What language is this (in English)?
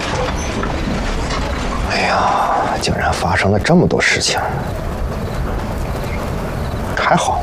Chinese